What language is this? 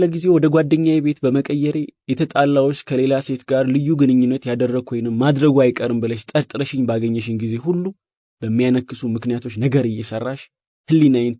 Amharic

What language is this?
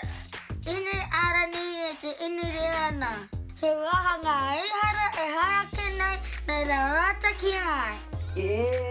Māori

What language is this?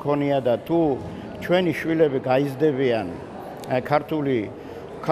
Georgian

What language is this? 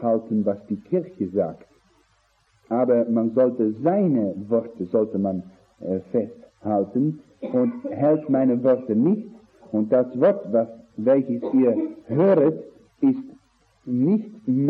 German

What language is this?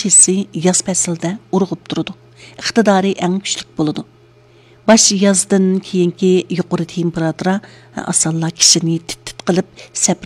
Uyghur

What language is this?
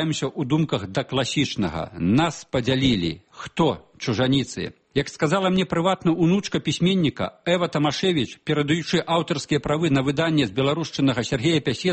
Belarusian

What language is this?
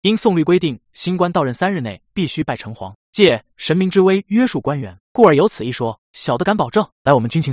Chinese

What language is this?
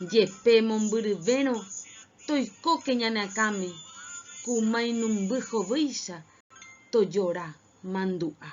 Guarani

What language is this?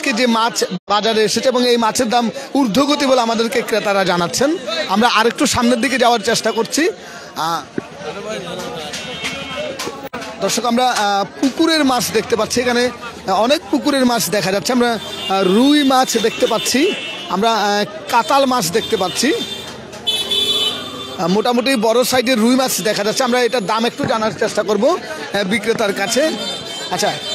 Bangla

